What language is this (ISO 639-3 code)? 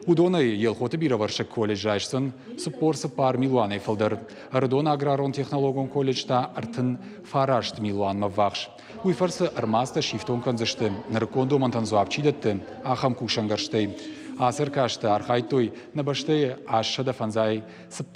oss